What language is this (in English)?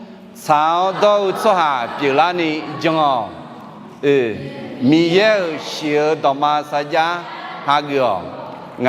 Akha